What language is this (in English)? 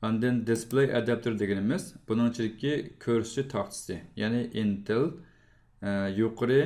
Uyghur